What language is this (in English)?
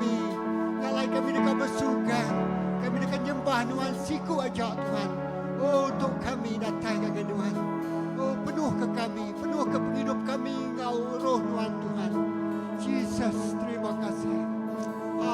Iban